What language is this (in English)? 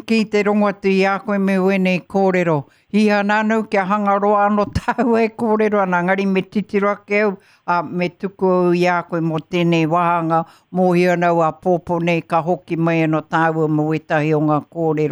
Māori